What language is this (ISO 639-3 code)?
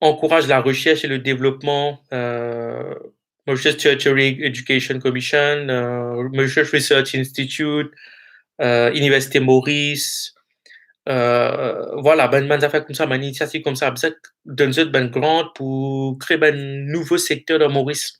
mfe